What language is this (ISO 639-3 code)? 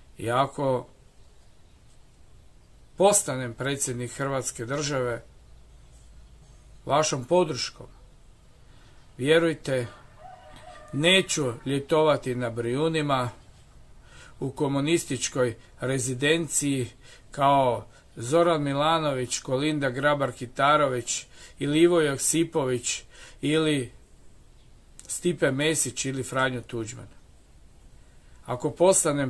hrv